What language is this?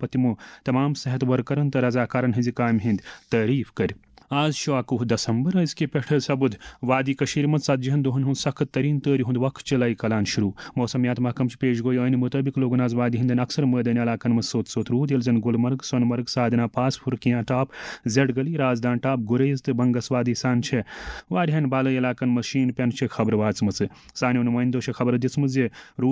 Kashmiri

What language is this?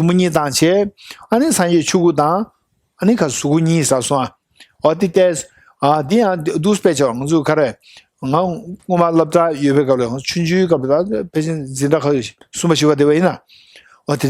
Tibetan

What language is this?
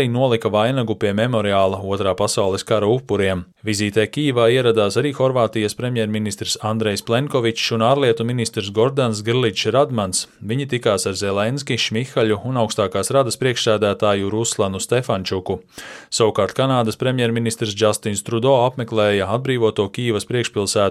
Latvian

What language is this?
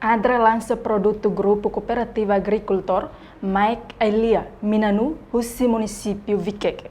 Tetum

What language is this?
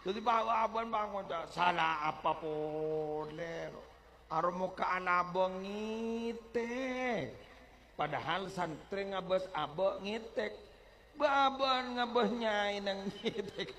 Madurese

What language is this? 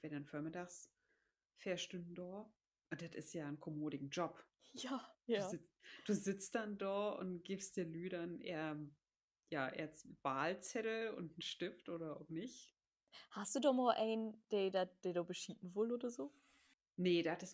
Low German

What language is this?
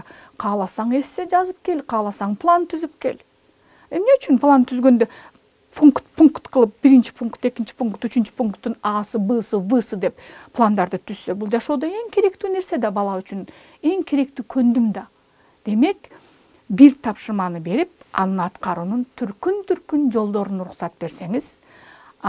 Kyrgyz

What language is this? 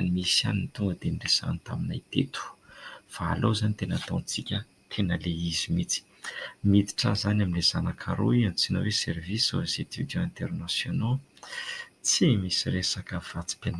Malagasy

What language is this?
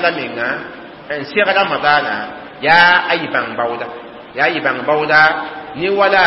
Mossi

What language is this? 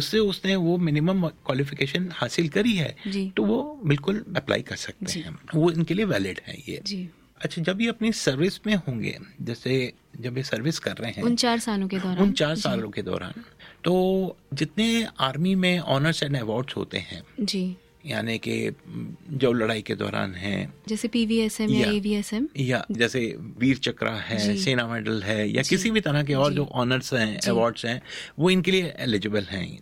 Hindi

